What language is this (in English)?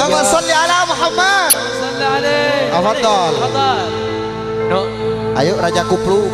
Madurese